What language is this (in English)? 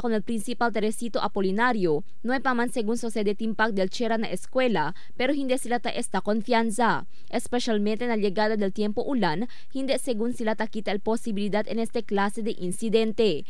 Chavacano